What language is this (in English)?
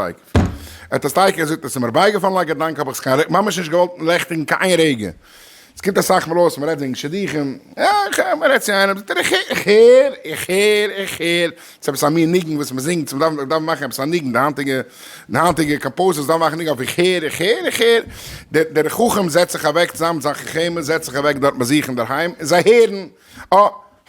Yiddish